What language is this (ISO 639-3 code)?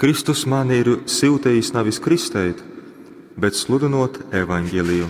ltg